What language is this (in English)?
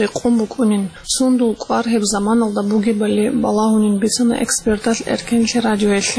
Avaric